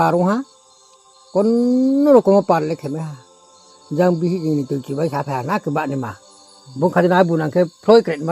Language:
Riang (India)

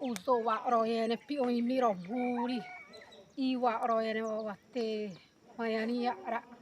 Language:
Xavánte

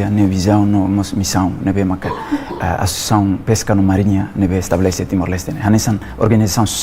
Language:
Tetum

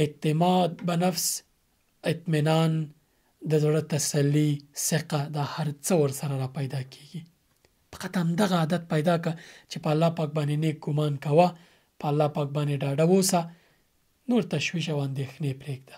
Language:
Pashto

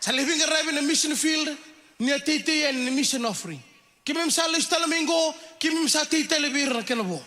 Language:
Fijian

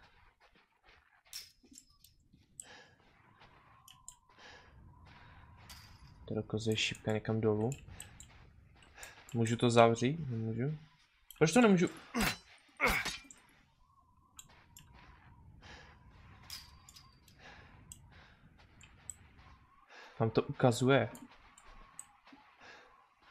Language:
Czech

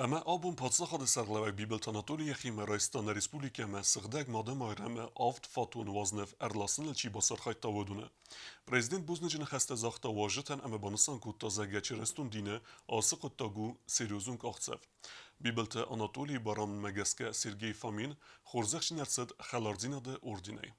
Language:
Ossetic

